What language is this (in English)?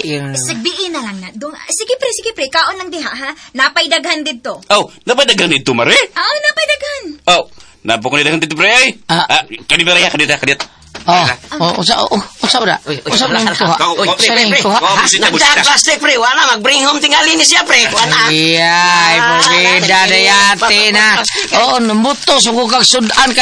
Cebuano